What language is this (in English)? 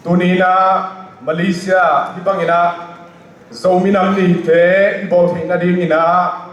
Tedim Chin